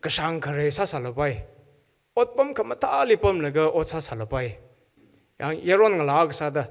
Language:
Tangkhul Naga (India)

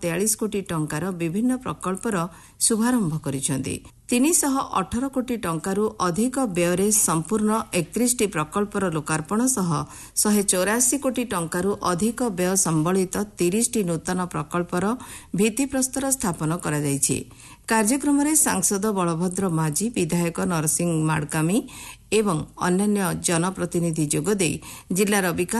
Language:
Odia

